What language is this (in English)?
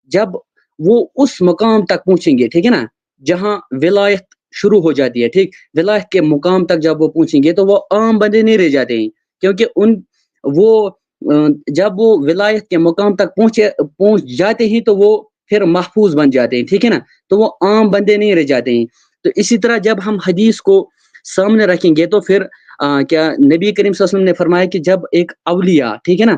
Kashmiri